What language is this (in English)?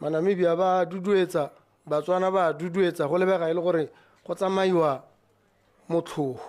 Tswana